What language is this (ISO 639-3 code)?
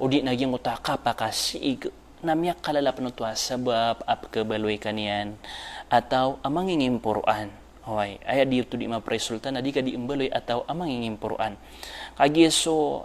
mrw